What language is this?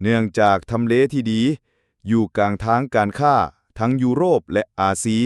Lao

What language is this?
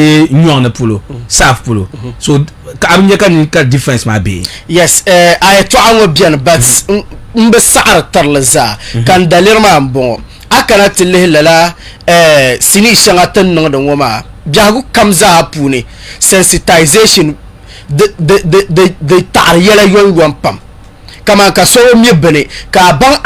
Dagbani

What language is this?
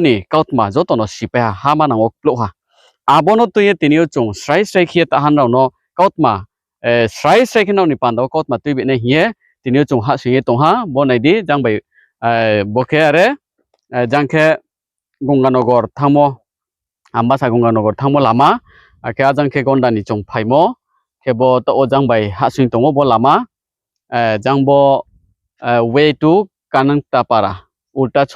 Riang (India)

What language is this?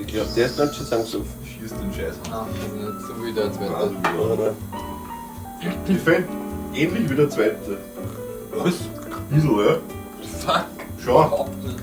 Bavarian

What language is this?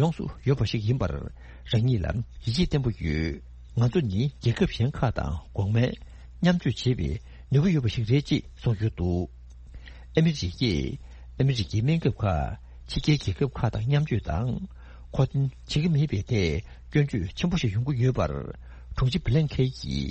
Tibetan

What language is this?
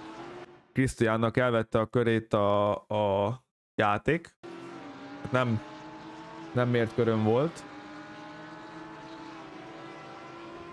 Hungarian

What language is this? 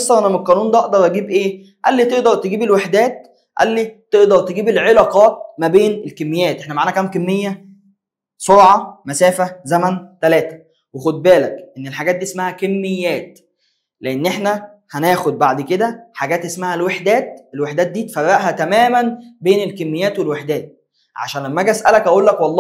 Egyptian Arabic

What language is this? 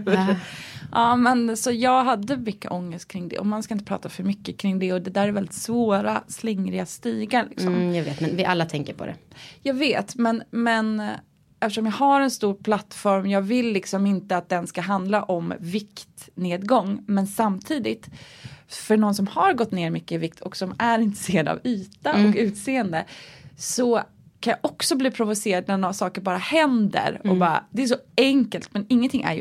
Swedish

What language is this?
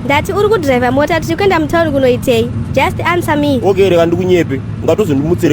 Shona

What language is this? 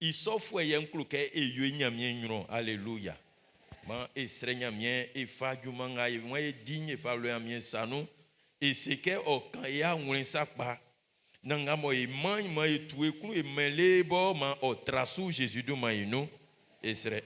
Baoulé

